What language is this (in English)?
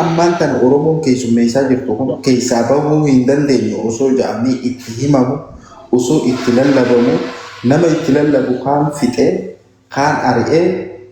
Oromo